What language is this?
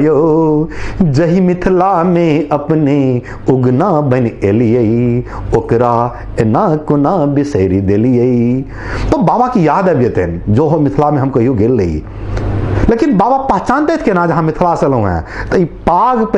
Maithili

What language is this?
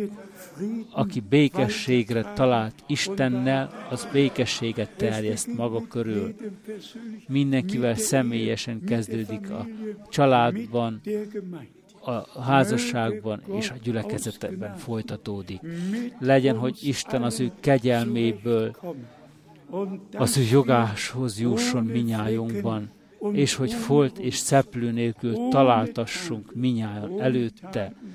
Hungarian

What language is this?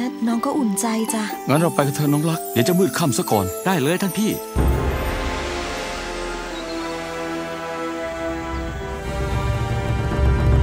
Thai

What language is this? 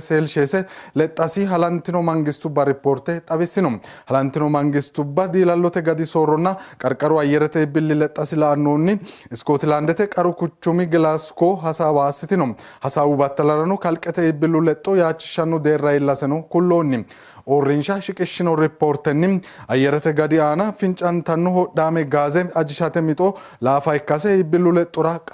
Sidamo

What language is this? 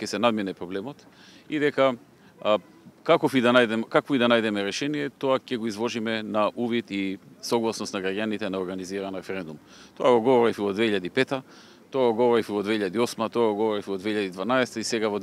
Macedonian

